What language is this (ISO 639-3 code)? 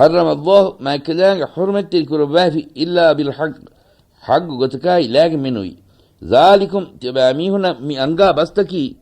div